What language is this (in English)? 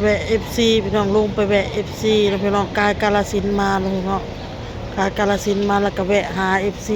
Northeastern Thai